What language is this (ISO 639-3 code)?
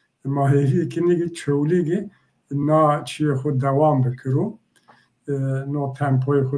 zza